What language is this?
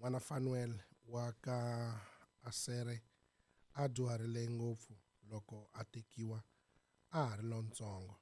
Tsonga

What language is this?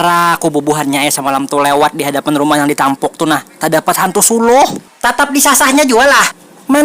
Banjar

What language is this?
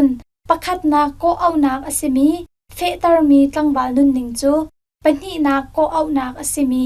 Hakha Chin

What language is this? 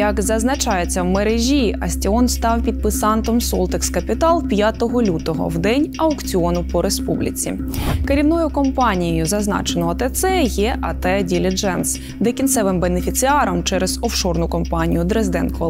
Ukrainian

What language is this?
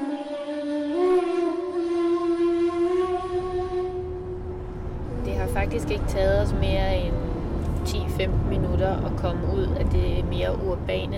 Danish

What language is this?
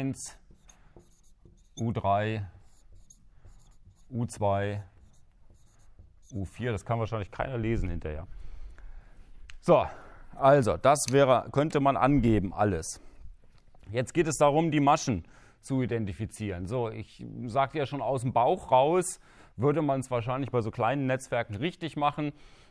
German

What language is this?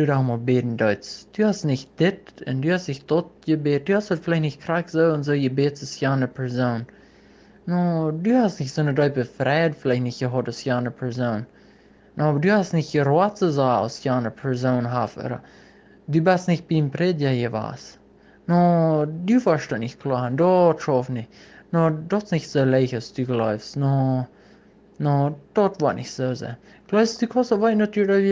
Plautdietsch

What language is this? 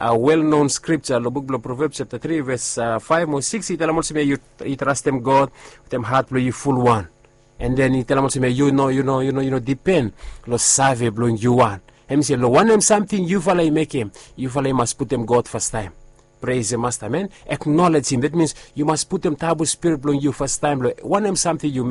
Bislama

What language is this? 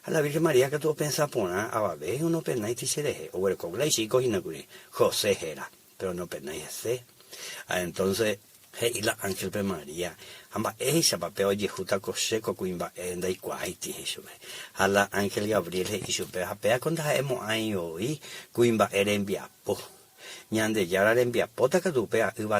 Guarani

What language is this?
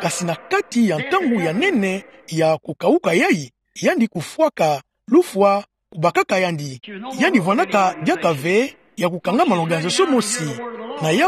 Kituba (Democratic Republic of Congo)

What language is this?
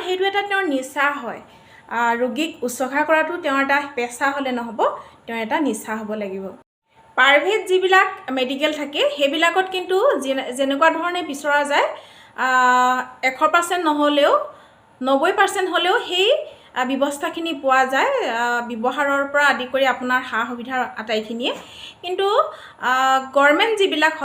Assamese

